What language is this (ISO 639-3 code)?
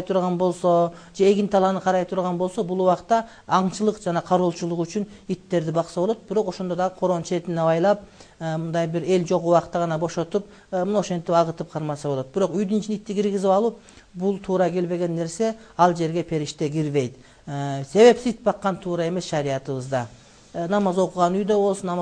kir